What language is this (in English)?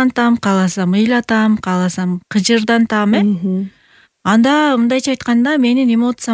Kyrgyz